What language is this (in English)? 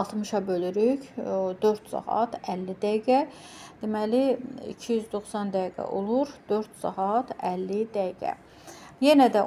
Azerbaijani